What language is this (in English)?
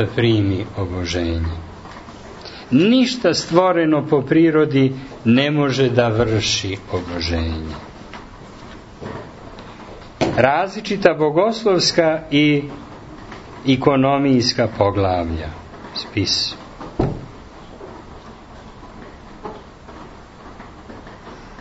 Serbian